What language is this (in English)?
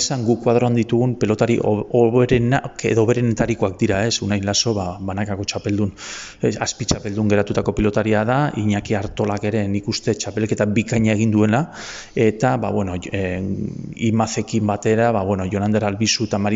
Basque